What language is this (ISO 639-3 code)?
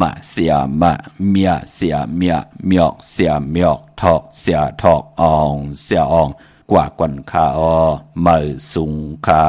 shn